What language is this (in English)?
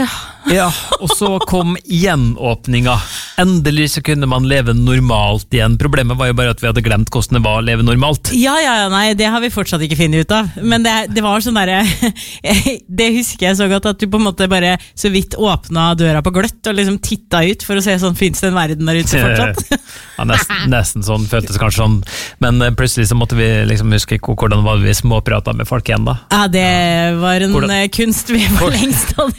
Norwegian